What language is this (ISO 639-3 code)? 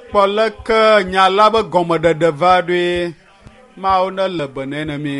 ewe